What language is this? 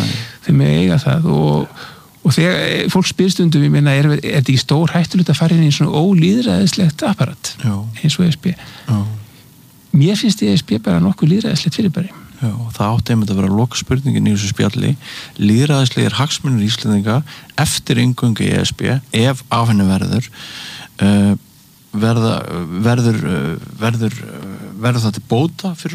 Icelandic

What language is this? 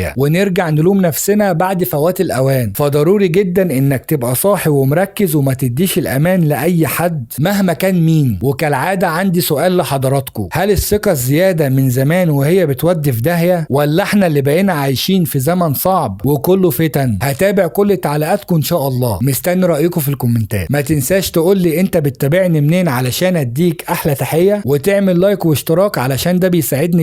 Egyptian Arabic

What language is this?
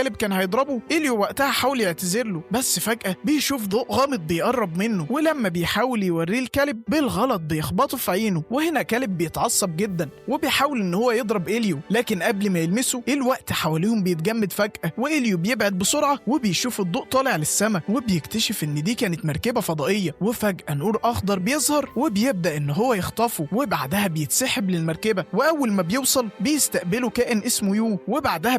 Egyptian Arabic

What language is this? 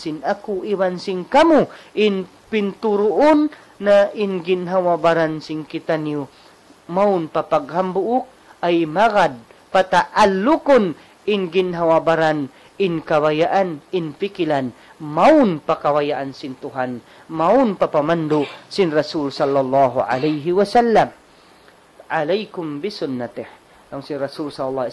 Tausug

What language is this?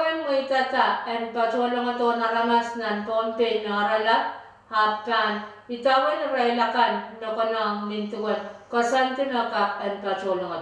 Pohnpeian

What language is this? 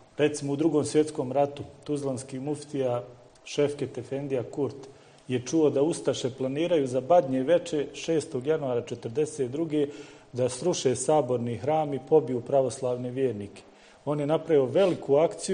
Bosnian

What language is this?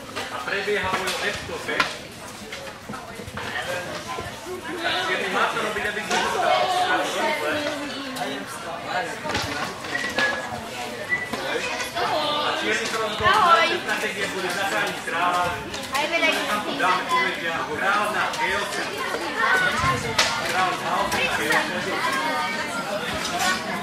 Slovak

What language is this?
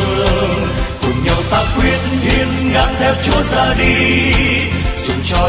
Vietnamese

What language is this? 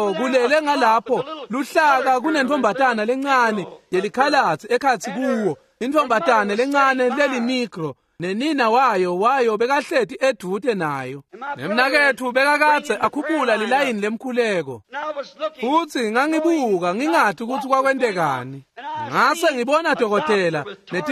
Swati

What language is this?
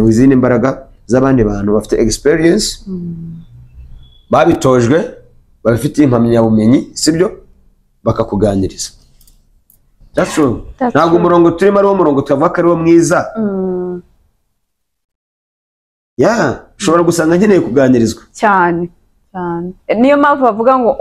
Kinyarwanda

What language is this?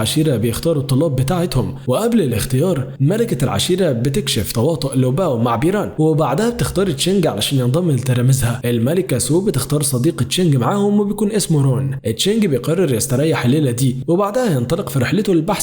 Egyptian Arabic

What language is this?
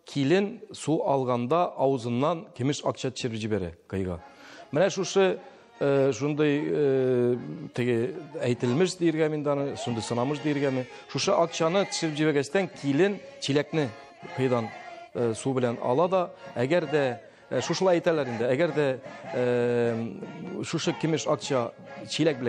Tatar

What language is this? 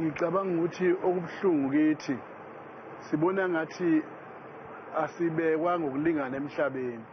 Zulu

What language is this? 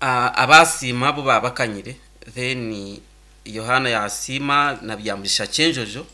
Nyankole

